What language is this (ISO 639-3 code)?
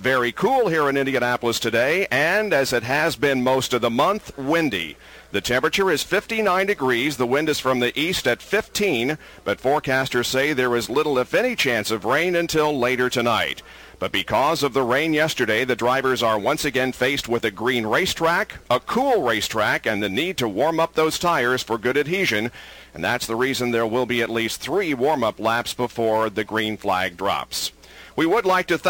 eng